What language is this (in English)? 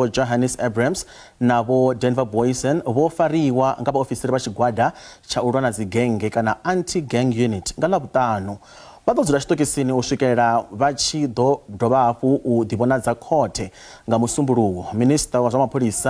Venda